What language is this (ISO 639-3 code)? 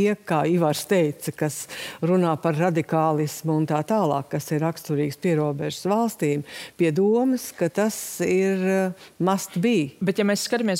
lav